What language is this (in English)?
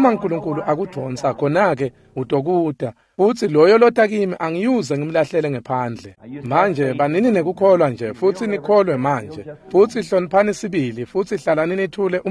Swati